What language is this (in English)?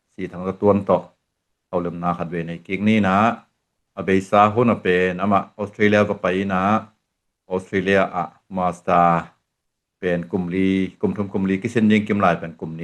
Tedim Chin